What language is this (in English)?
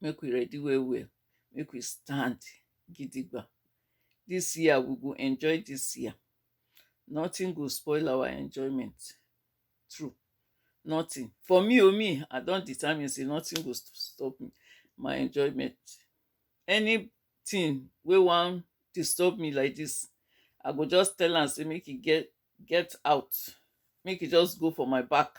Nigerian Pidgin